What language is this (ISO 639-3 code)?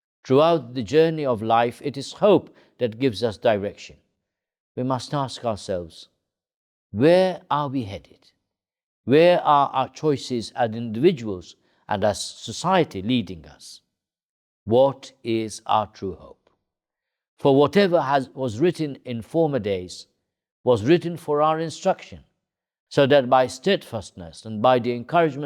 eng